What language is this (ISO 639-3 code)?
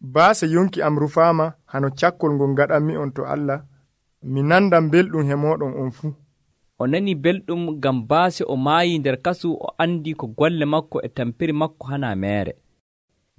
fuv